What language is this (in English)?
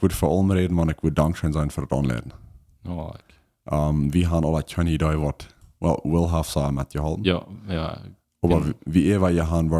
Plautdietsch